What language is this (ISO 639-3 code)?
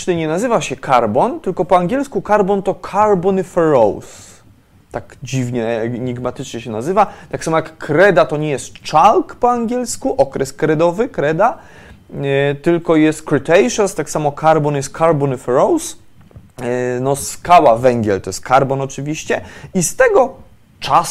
pol